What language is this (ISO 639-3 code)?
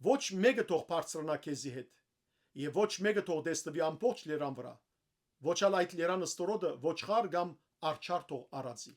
hyw